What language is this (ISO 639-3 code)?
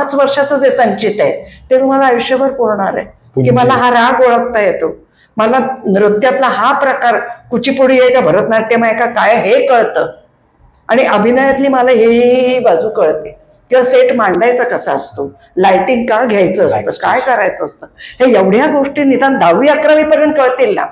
mar